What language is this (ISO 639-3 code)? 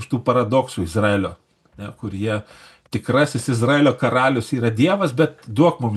lit